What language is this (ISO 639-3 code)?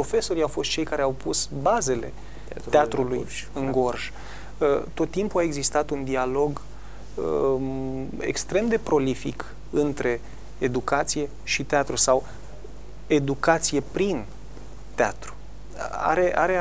ron